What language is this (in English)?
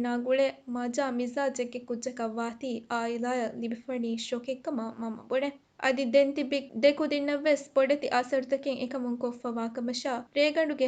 Divehi